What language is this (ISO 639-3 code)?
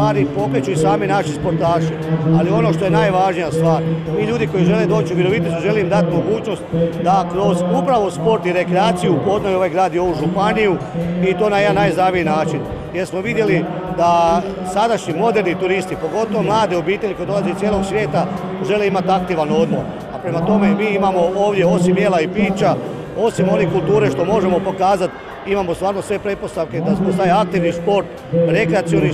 hrv